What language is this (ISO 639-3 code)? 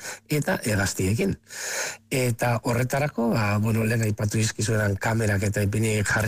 eus